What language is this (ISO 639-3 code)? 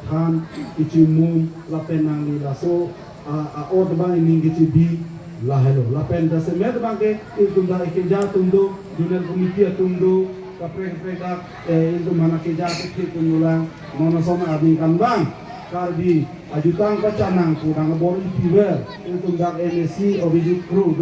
mjw